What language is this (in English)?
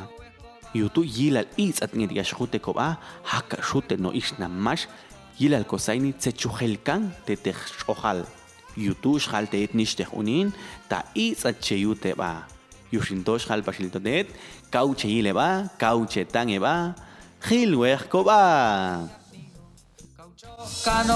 Popti'